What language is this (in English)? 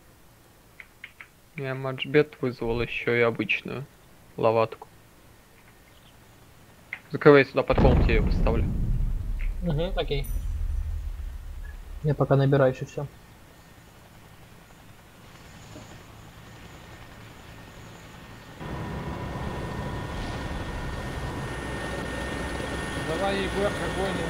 Russian